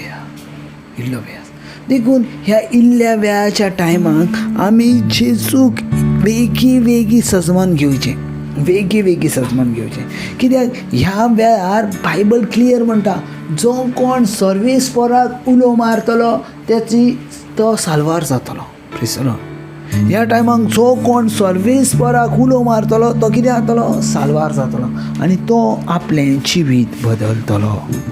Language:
Konkani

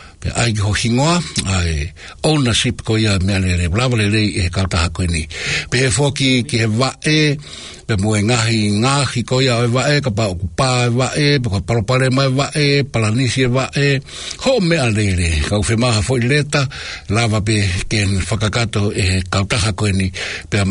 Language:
Tongan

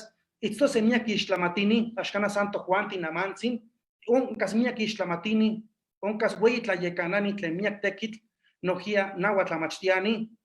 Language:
Eastern Huasteca Nahuatl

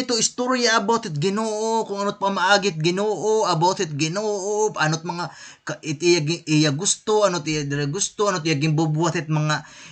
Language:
Waray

